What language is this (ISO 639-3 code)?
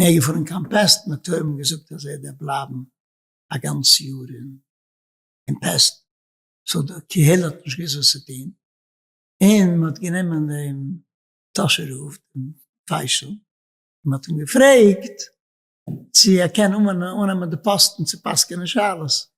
yid